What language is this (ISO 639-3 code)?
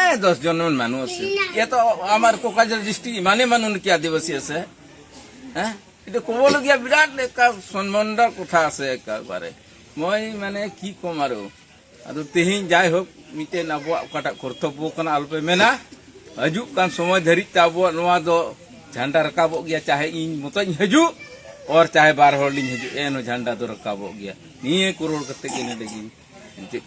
sat